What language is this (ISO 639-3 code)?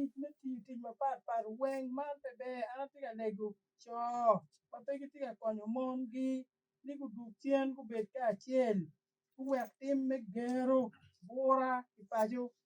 ach